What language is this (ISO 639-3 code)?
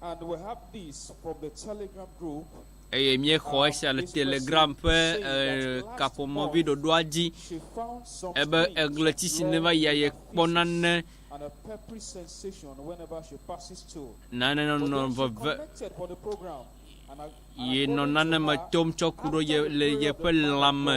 ewe